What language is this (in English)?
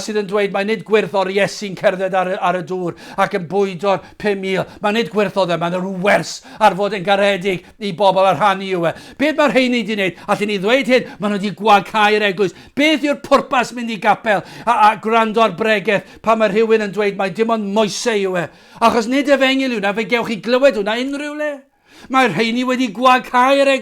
Welsh